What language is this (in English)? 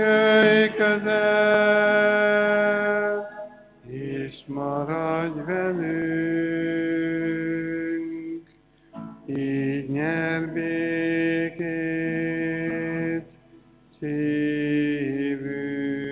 Hungarian